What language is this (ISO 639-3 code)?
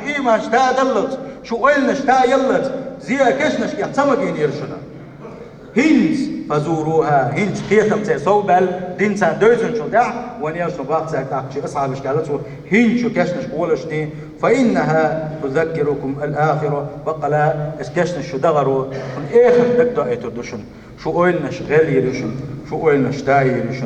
che